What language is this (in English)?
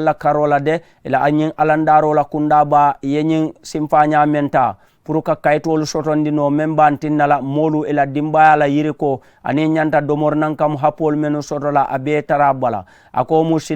Mandingo